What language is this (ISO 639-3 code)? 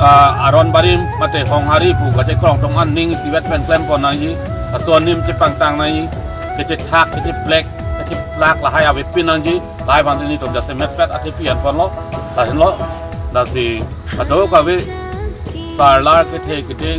mjw